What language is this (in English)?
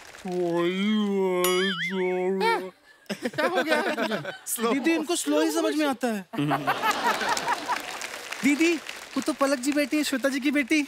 Hindi